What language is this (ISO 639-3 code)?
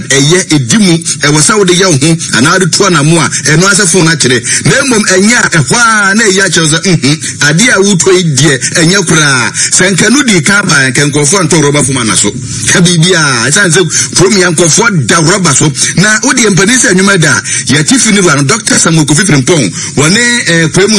aka